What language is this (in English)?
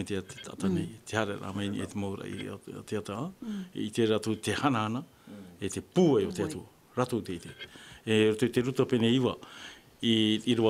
Tahitian